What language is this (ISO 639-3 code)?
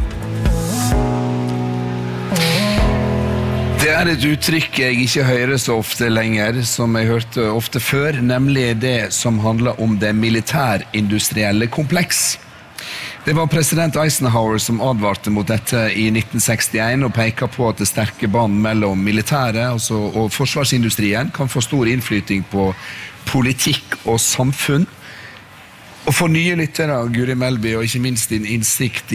nor